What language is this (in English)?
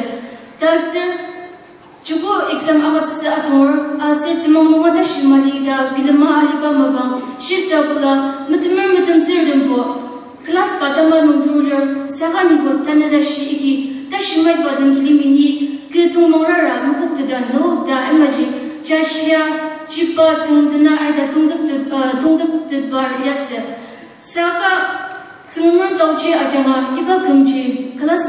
Ao Naga